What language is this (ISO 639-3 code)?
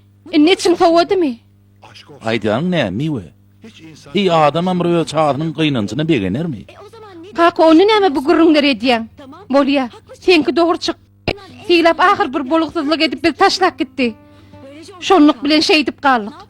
tuk